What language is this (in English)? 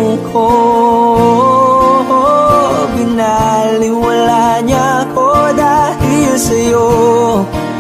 Filipino